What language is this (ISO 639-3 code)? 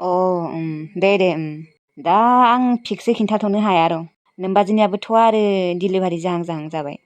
brx